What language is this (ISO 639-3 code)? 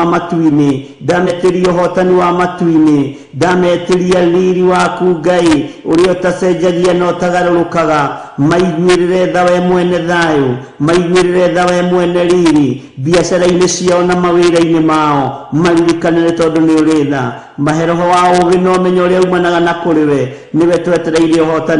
kik